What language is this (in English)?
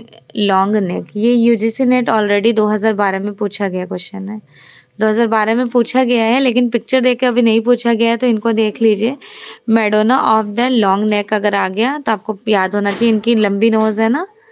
Hindi